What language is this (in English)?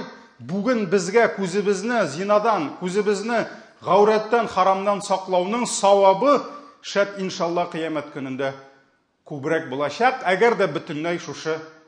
Tatar